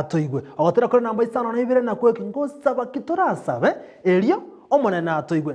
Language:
Gusii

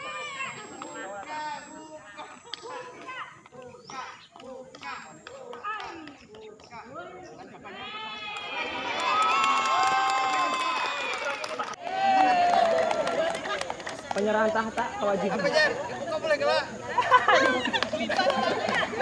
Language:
Indonesian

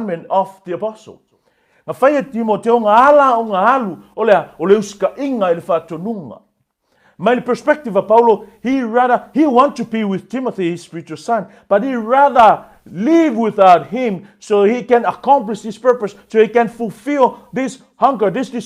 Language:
Samoan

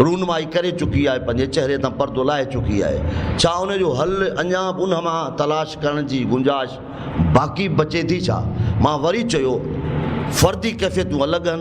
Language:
Sindhi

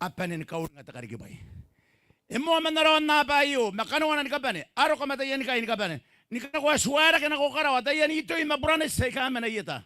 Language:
Gilbertese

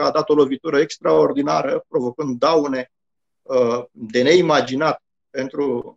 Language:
Romanian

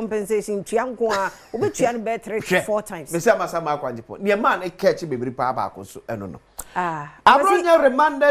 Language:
Akan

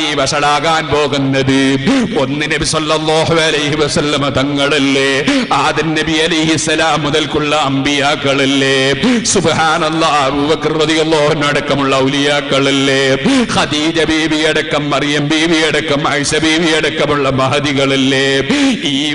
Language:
Malayalam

